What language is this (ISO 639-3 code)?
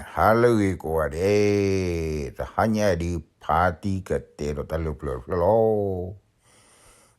ksw